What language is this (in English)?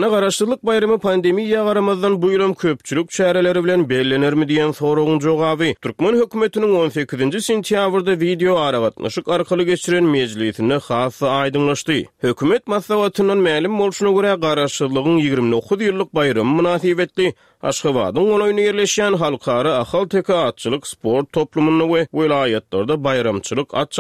Turkmen